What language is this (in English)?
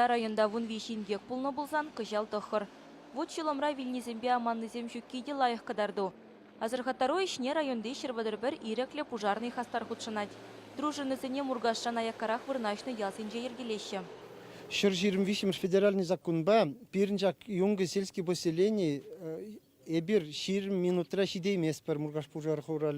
Chuvash